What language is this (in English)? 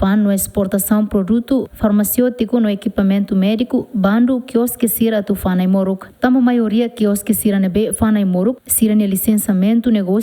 Tetum